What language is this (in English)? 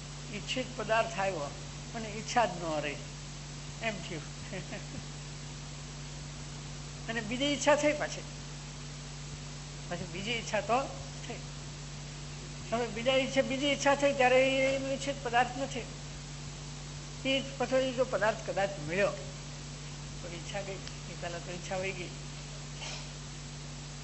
Gujarati